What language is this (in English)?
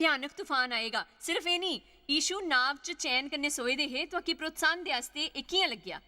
Dogri